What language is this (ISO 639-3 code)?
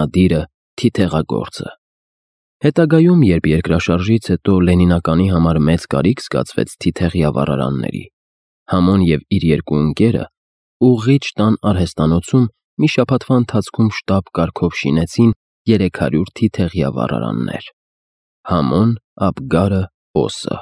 hye